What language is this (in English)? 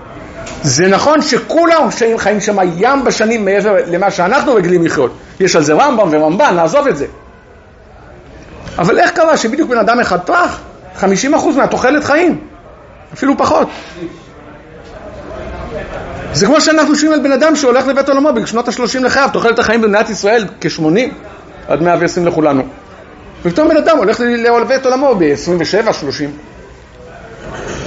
Hebrew